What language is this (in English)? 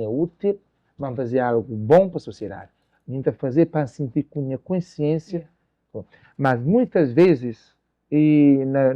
Kabuverdianu